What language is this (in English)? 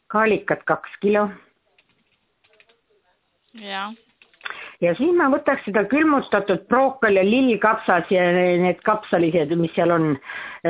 Estonian